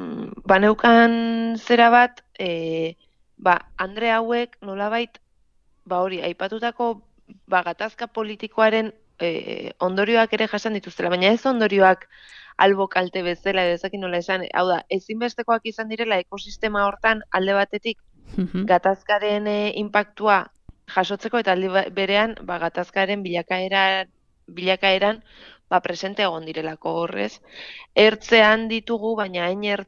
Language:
Basque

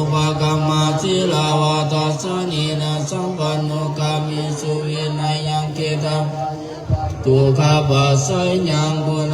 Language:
Pali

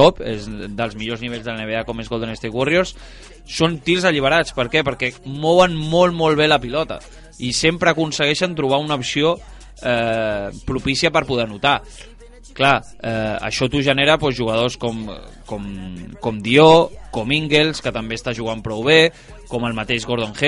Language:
Catalan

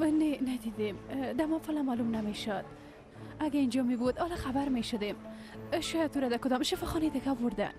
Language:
Persian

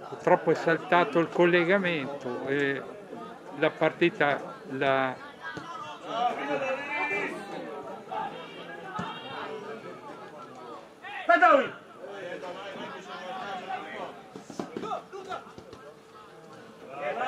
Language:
Italian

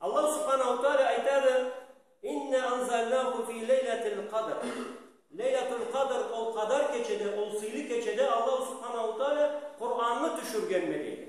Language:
Karachay-Balkar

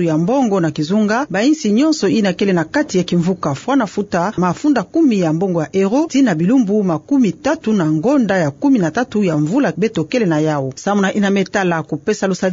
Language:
Kituba (Democratic Republic of Congo)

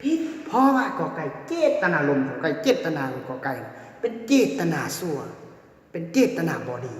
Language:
Lao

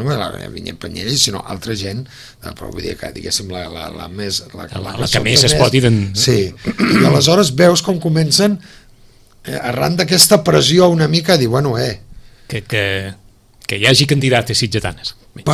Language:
Catalan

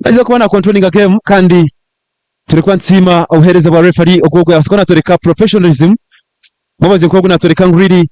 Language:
Nyankole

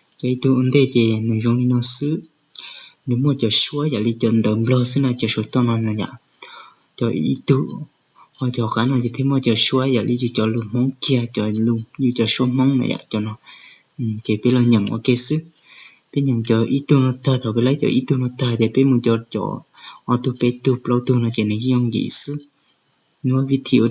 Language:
Hmong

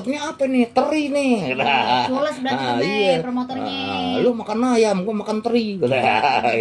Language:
Betawi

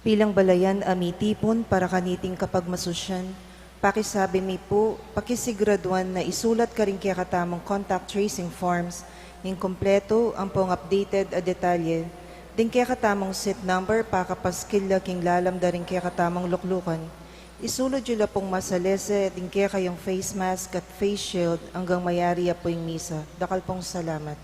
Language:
Pampanga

